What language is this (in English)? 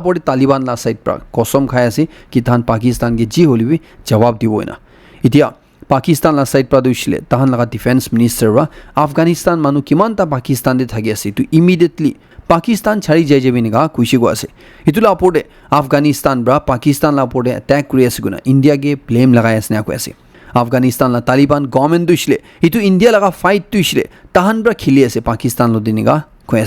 Naga Pidgin